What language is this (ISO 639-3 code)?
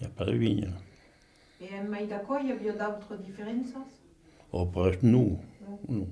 oci